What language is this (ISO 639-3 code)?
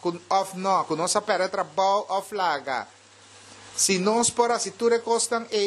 pap